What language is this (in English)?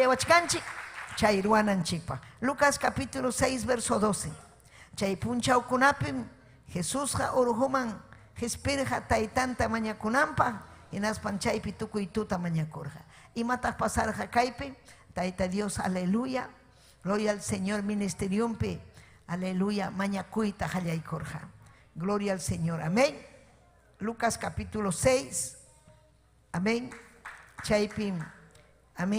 Ayacucho Quechua